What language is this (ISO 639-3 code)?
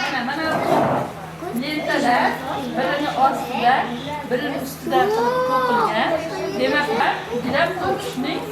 uzb